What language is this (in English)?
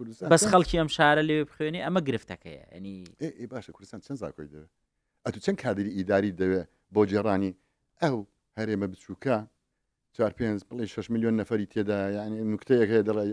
Central Kurdish